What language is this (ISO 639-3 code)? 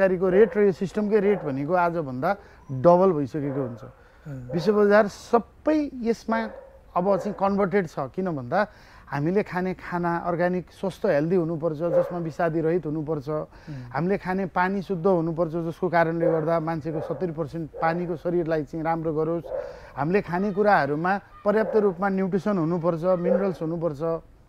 nep